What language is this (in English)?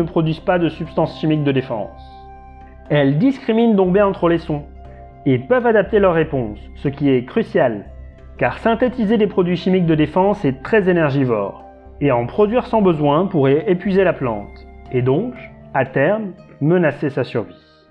French